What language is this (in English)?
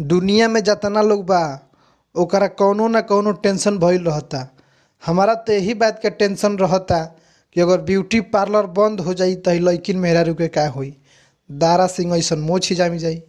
Bhojpuri